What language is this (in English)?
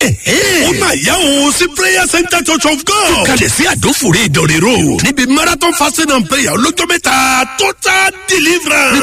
Yoruba